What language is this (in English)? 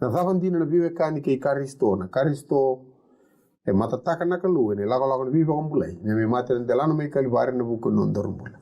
Fijian